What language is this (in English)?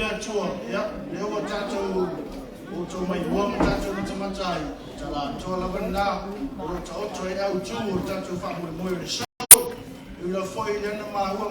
Samoan